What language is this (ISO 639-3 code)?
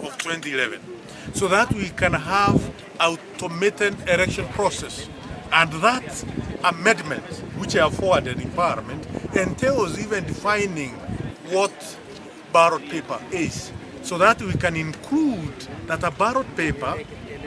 kam